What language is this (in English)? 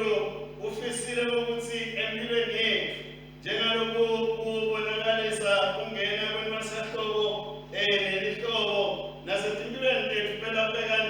Swati